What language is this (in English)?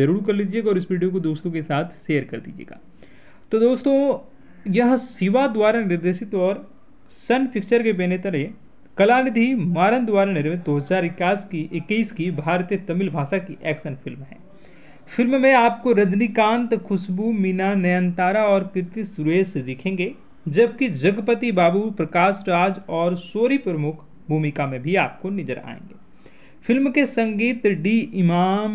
Hindi